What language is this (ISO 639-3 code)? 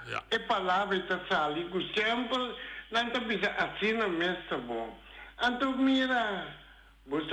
pap